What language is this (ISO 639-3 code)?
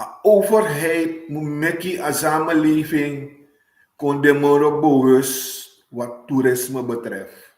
srn